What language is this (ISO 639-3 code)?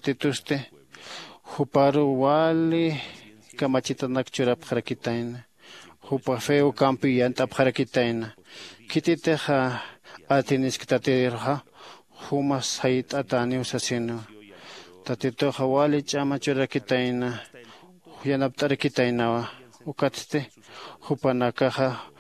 aym